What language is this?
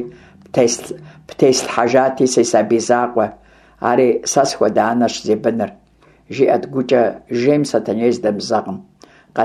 Kabardian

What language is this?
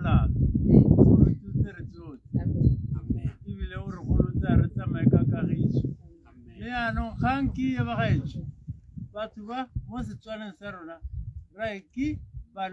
Tswana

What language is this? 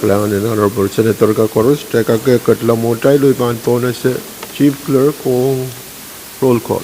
Pohnpeian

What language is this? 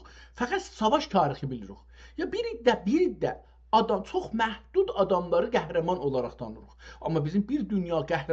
South Azerbaijani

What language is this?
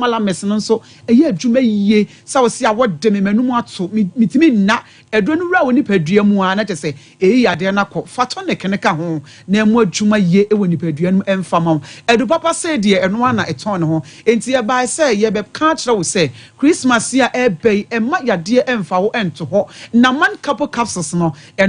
Akan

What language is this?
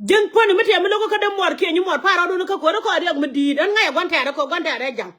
Nuer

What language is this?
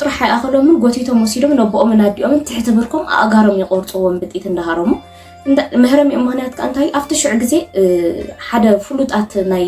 Tigrinya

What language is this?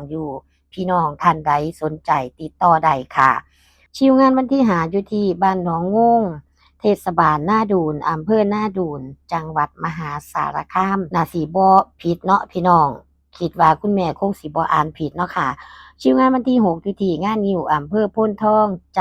Northeastern Thai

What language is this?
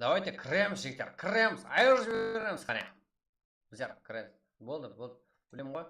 Kara-Kalpak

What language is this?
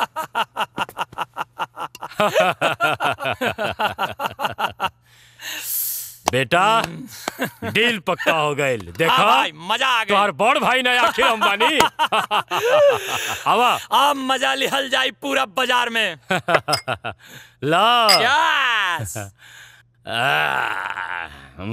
Bhojpuri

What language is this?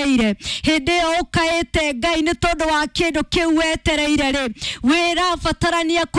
Kikuyu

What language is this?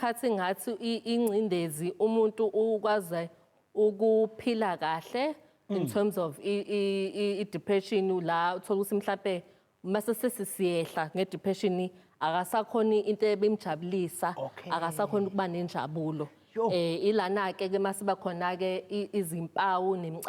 Zulu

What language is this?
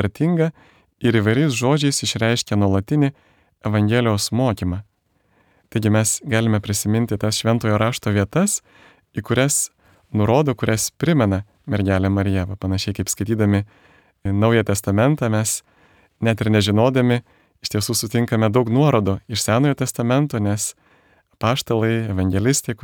Lithuanian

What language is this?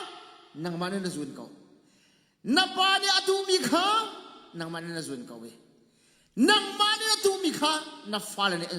Hakha Chin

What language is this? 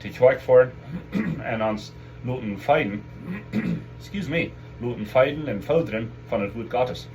Plautdietsch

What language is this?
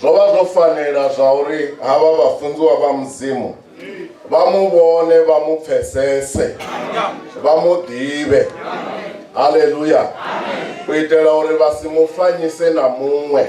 Venda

